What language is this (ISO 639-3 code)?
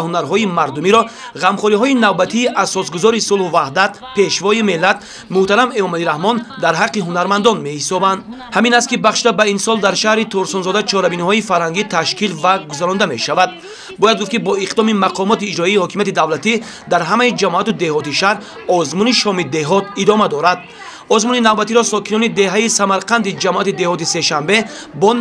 tgk